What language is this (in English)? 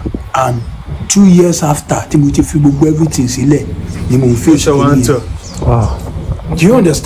Yoruba